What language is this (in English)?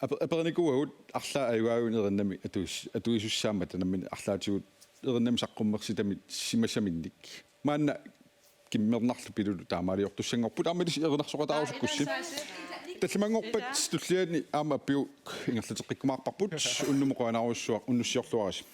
Kalaallisut